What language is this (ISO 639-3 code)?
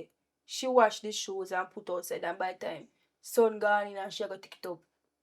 jam